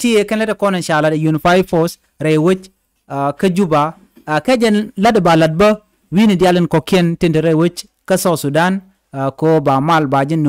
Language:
Nuer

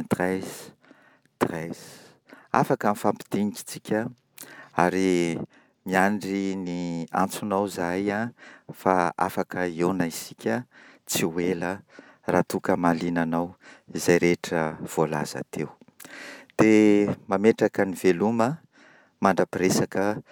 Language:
Malagasy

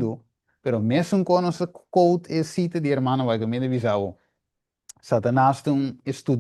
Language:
Papiamento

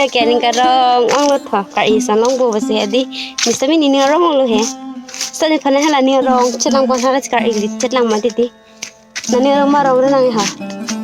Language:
Karbi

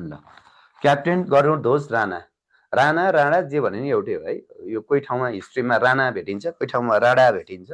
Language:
Nepali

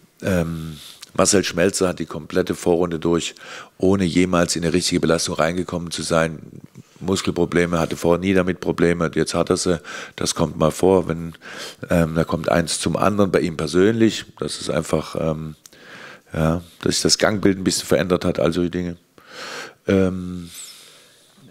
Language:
German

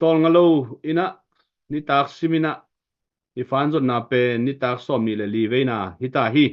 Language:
Tedim Chin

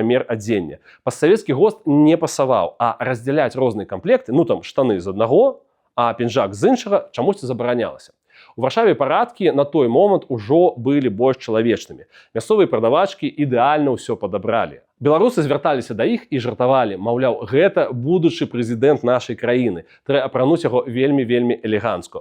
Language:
Belarusian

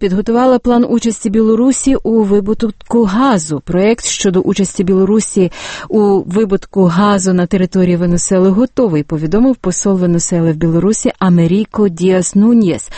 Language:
Ukrainian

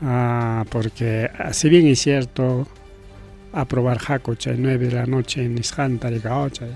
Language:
Ayacucho Quechua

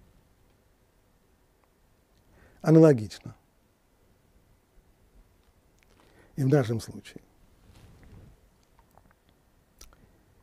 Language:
Russian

